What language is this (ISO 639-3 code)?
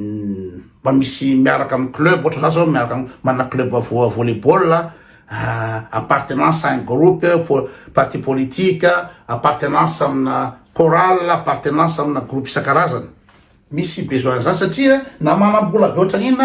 mlg